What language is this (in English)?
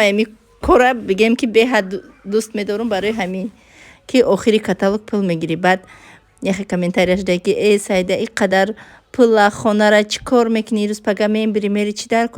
Tajik